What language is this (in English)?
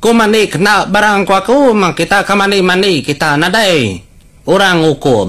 Iban